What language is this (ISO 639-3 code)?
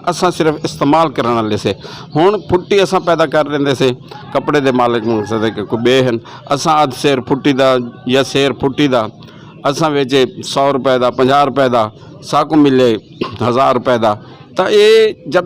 skr